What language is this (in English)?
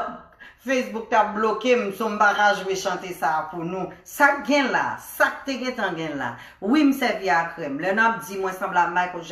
Haitian Creole